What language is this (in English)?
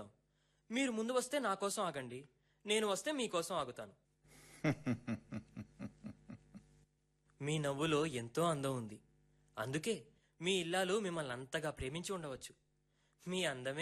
Telugu